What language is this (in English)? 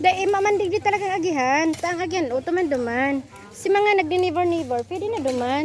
Bikol